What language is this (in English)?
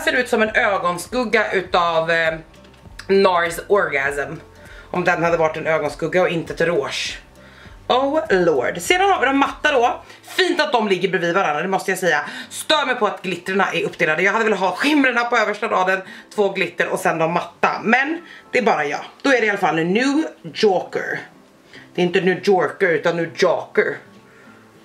Swedish